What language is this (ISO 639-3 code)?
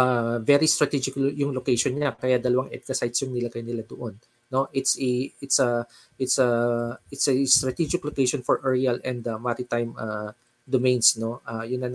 fil